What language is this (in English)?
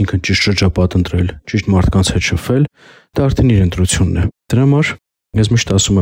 Armenian